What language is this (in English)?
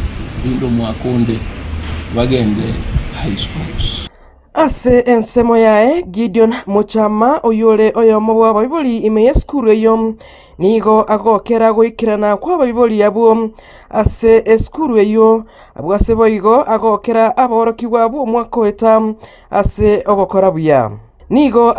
Gusii